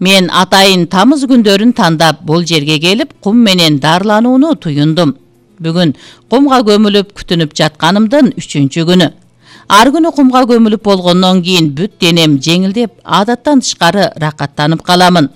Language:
Kyrgyz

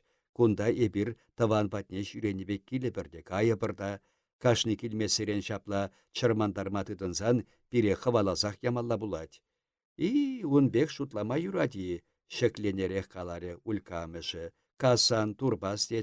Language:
Chuvash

